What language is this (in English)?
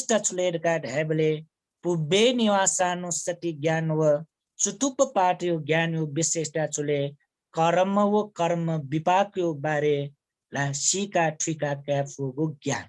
Newari